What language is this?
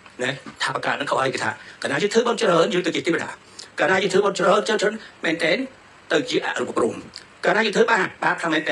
Khmer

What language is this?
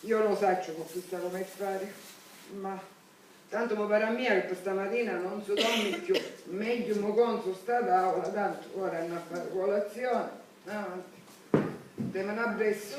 Sicilian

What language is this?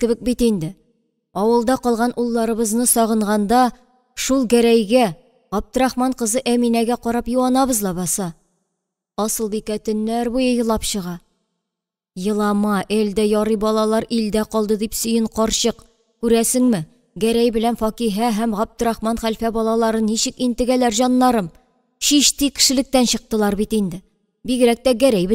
Tatar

